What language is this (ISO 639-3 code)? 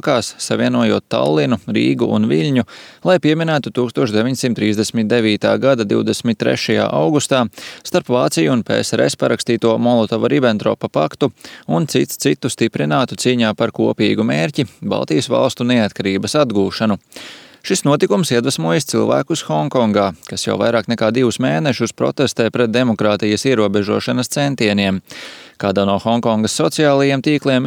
lav